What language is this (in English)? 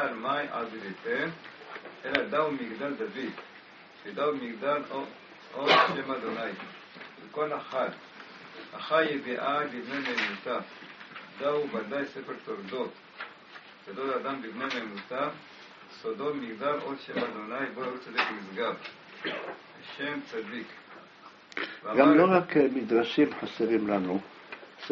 Hebrew